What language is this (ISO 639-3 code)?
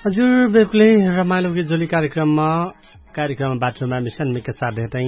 thl